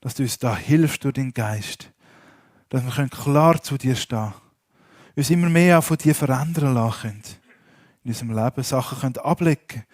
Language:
Swiss German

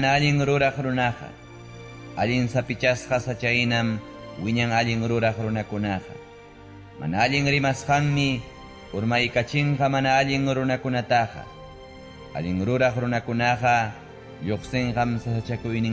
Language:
Ayacucho Quechua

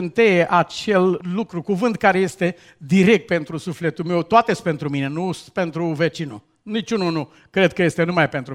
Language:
Romanian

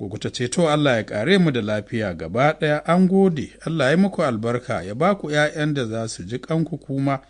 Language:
Hausa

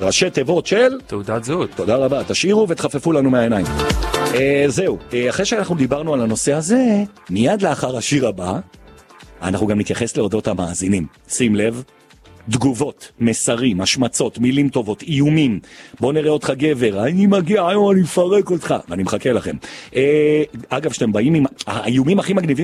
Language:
Hebrew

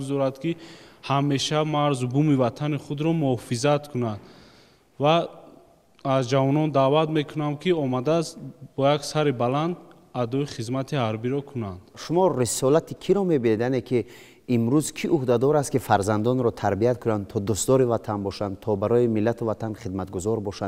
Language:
Tajik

